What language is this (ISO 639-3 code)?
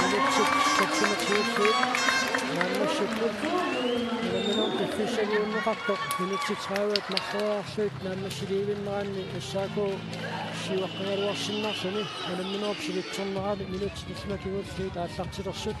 kal